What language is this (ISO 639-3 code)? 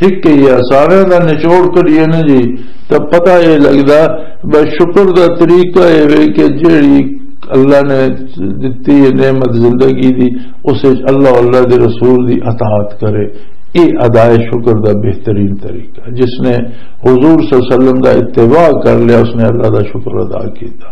lah